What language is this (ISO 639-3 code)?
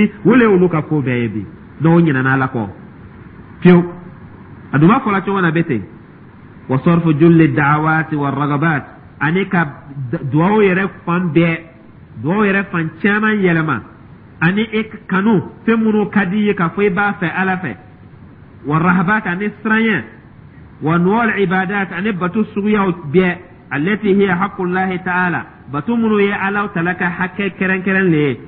dyu